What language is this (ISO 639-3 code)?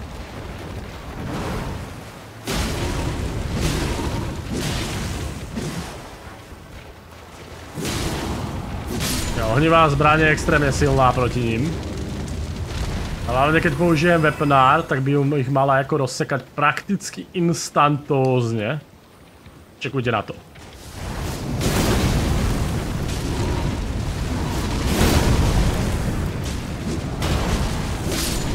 slk